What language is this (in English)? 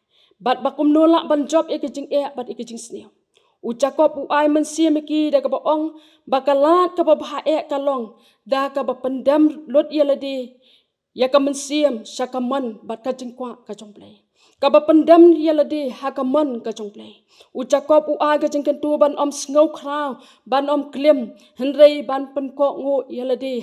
Khasi